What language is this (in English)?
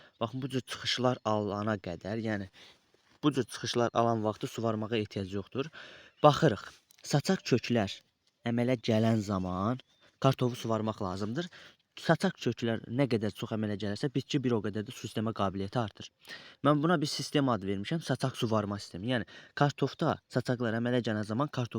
Azerbaijani